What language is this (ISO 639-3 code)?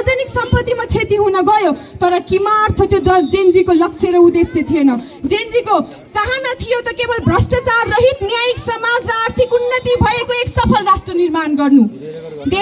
nep